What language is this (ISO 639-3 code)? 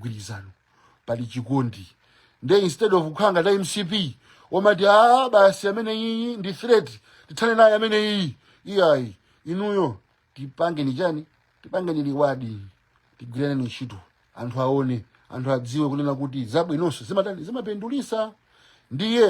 nya